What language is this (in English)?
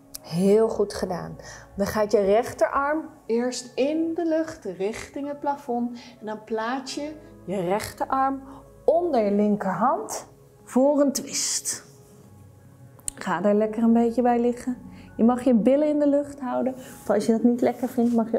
Dutch